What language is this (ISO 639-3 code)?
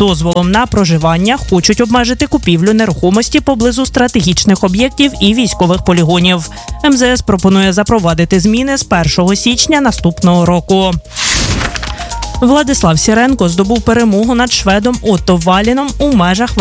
ukr